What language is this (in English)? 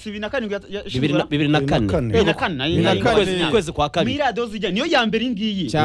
Kinyarwanda